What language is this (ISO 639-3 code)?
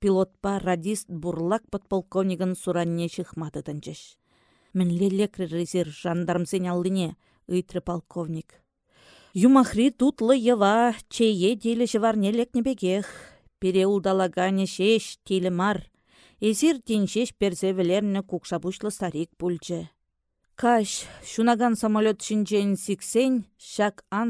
chv